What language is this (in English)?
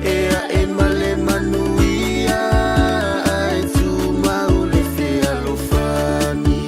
Samoan